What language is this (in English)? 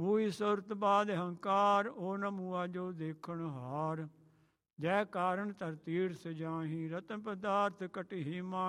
Punjabi